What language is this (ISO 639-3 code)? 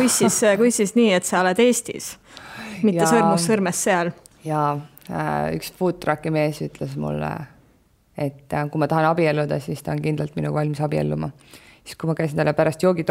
est